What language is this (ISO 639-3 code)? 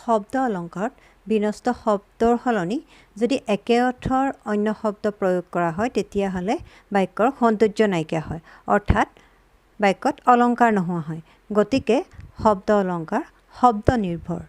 asm